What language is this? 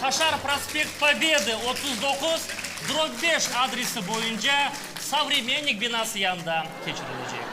Crimean Tatar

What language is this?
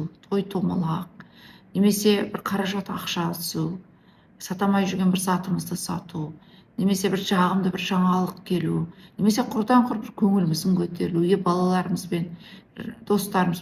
Kazakh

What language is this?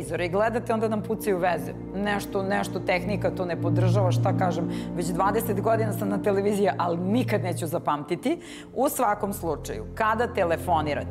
Serbian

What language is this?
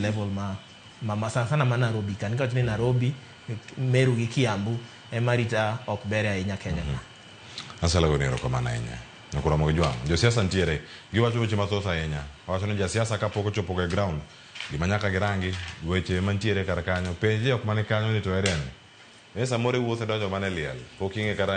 Luo (Kenya and Tanzania)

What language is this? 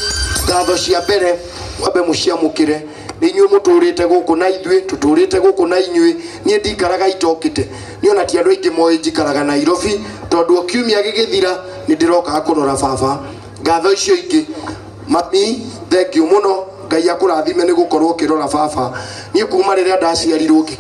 Kikuyu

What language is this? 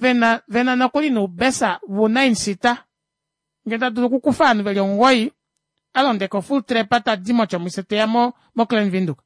Kuanyama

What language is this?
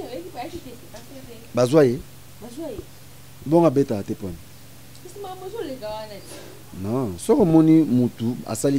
Lingala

